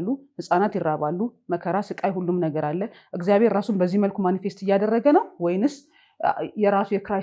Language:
Amharic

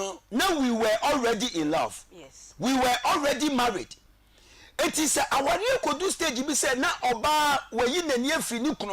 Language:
Akan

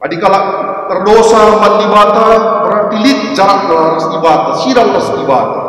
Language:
Batak Karo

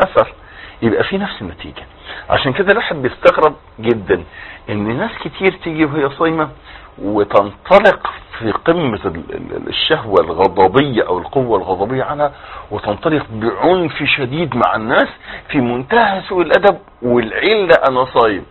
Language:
Egyptian Arabic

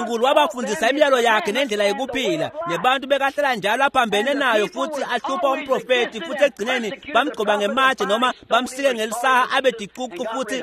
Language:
Swati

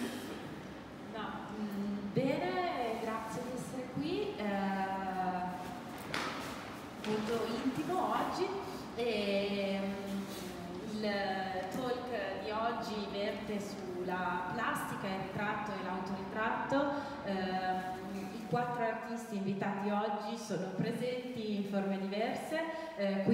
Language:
Italian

